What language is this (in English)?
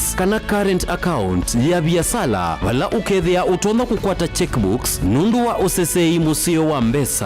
Kamba